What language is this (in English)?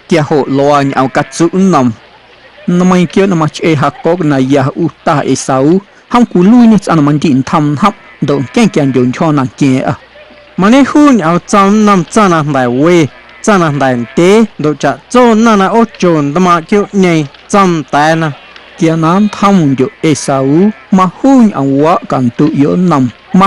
Guerrero Amuzgo